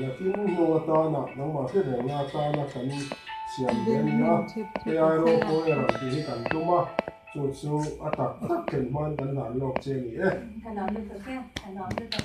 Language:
Mizo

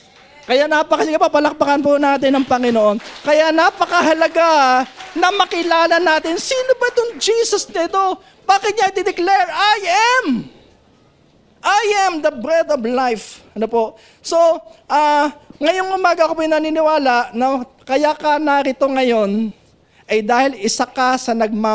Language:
Filipino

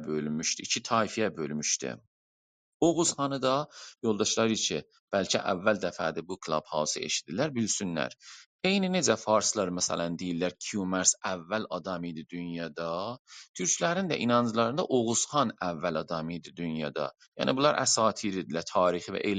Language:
South Azerbaijani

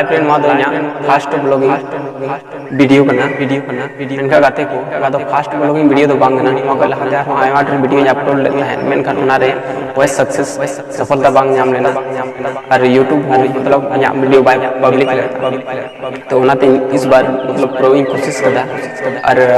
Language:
Santali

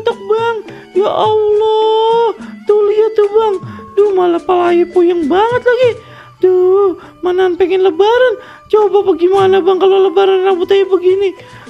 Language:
Betawi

